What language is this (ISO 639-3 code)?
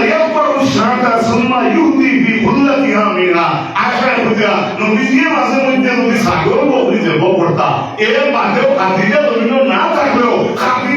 syl